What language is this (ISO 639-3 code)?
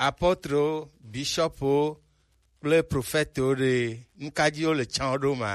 gej